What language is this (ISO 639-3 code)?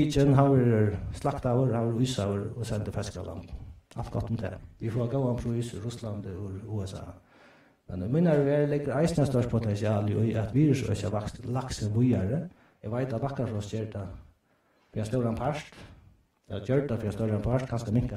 fao